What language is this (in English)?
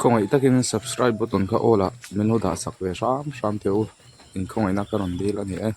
Mizo